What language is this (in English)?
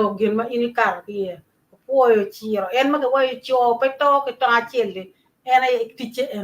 Acoli